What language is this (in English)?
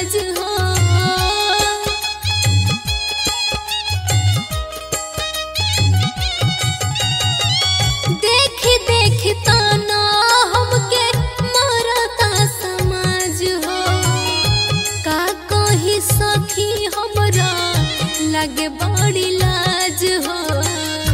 Bhojpuri